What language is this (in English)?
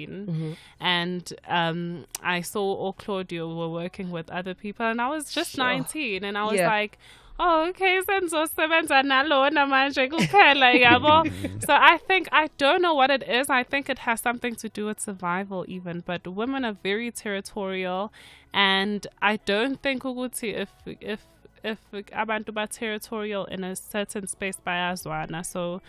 Northern Sotho